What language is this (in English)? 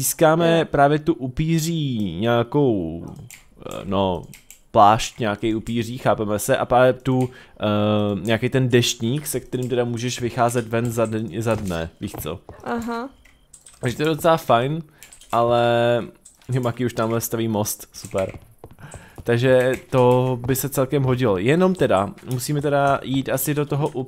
Czech